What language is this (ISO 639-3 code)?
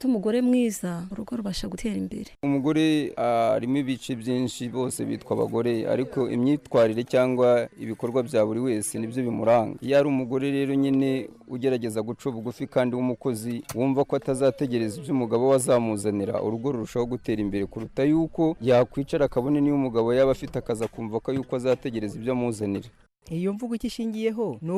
kin